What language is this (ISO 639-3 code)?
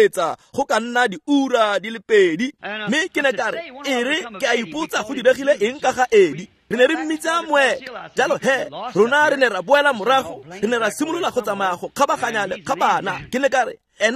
tsn